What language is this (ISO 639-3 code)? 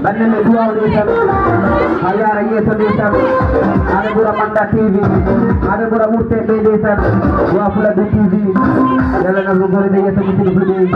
ful